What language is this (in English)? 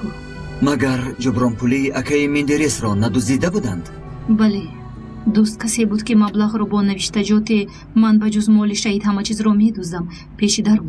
Tajik